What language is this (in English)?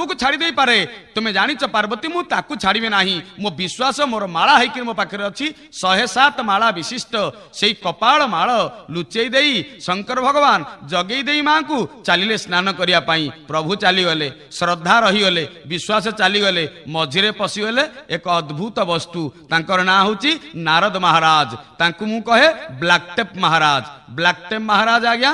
Odia